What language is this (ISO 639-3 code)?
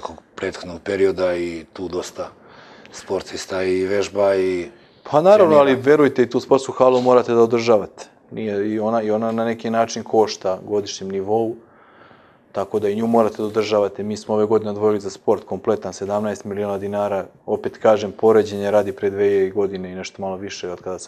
srp